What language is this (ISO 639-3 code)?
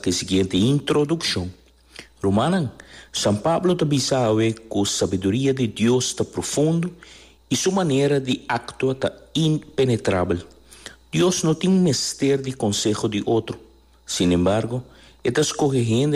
pap